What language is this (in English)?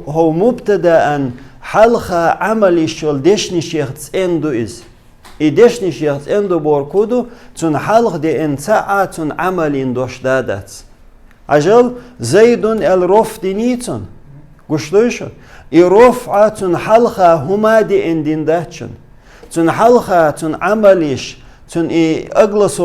Chechen